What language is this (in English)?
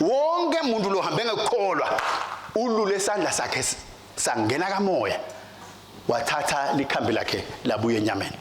Swati